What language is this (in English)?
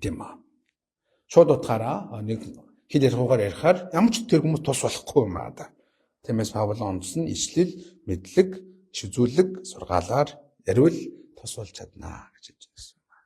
Mongolian